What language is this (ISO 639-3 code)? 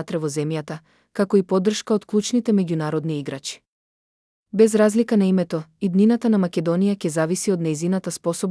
mkd